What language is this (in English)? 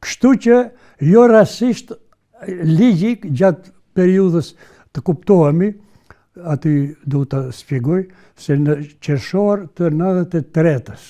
Albanian